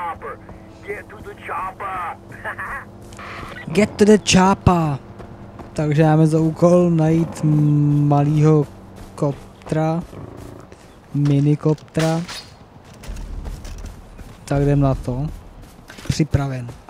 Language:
Czech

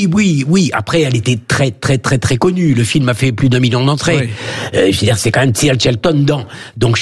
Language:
French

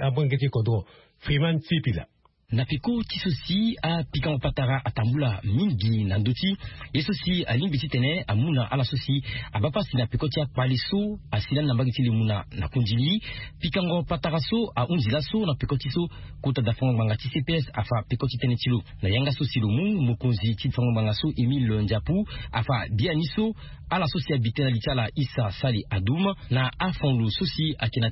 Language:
Sango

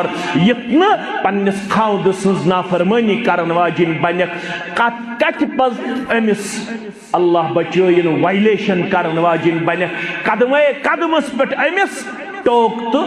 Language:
Kashmiri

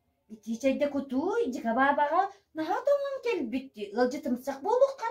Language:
Yakut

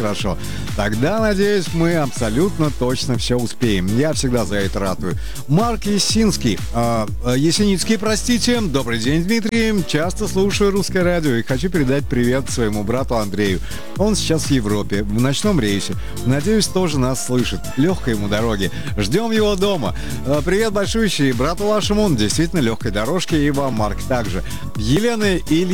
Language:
Russian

